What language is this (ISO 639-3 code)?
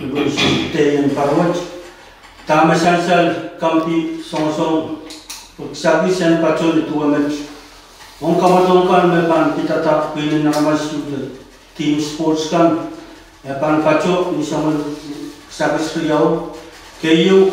pon